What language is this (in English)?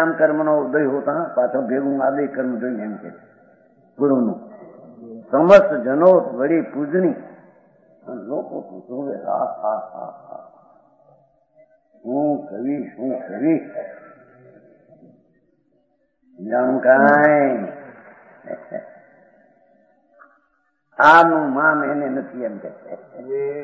Gujarati